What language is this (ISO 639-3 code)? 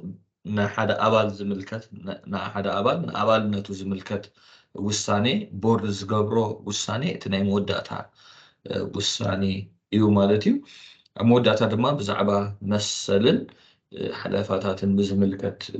tir